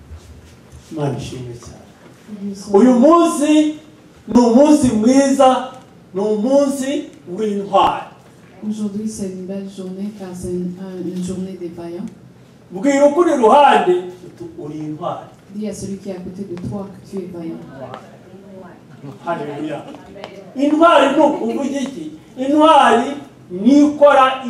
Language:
Kinyarwanda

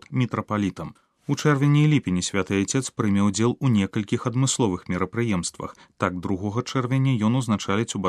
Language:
Belarusian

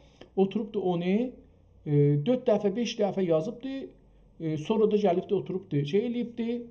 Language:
South Azerbaijani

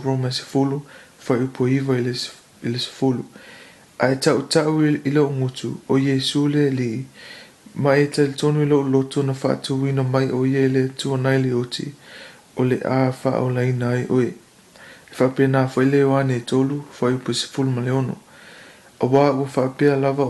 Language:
Samoan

